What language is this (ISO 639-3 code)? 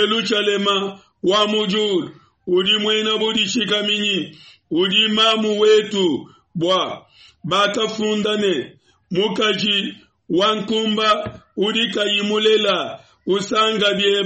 lua